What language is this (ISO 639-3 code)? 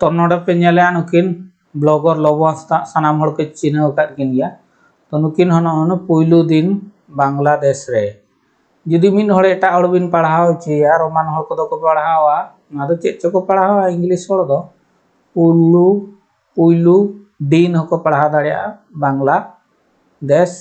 sat